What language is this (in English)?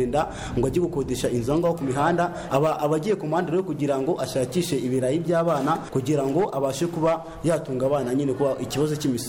Kinyarwanda